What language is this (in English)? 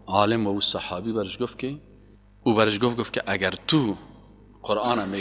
Persian